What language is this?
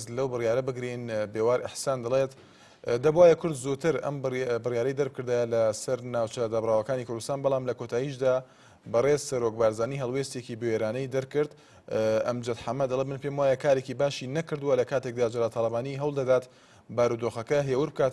Central Kurdish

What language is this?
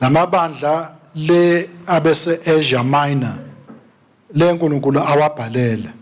Swati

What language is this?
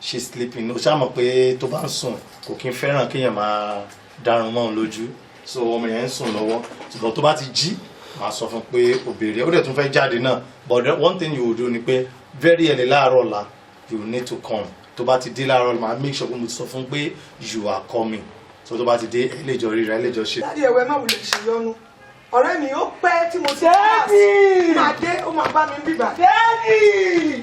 Yoruba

